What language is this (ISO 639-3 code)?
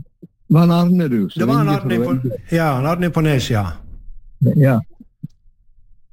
nor